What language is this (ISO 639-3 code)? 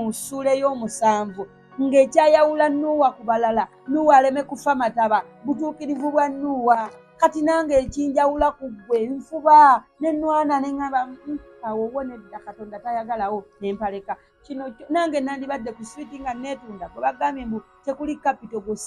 lug